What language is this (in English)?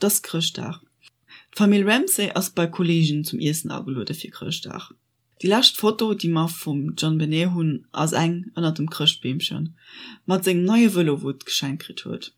Luxembourgish